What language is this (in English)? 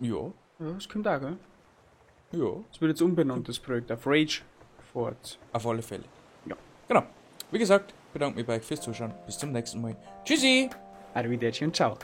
Bavarian